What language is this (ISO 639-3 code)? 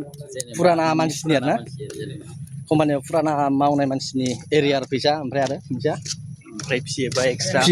brx